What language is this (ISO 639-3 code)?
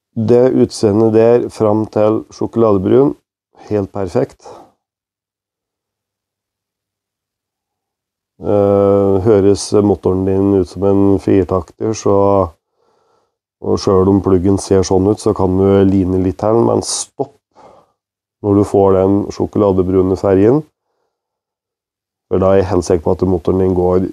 nor